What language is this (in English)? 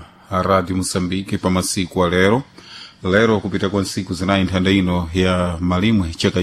Sena